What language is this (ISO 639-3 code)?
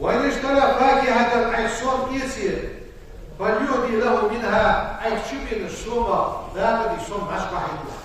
inh